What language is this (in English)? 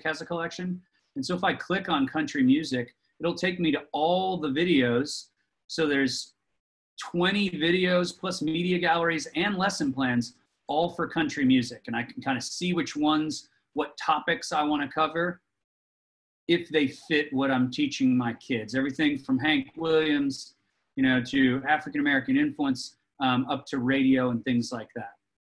English